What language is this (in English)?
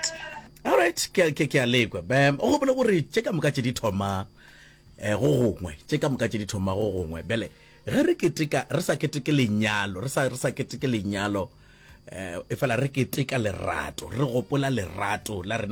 Northern Sotho